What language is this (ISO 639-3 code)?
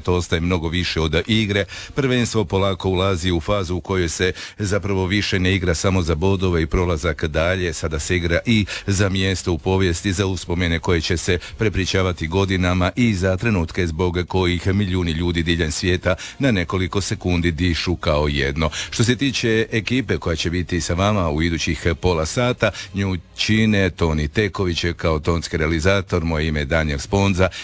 hrv